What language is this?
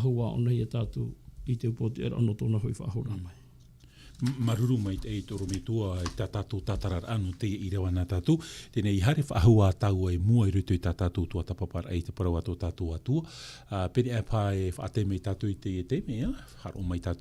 Tahitian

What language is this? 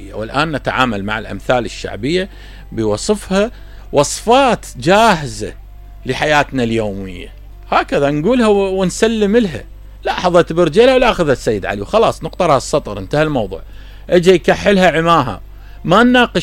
Mesopotamian Arabic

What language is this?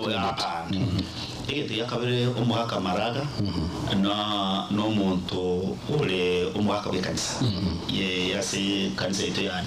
Gusii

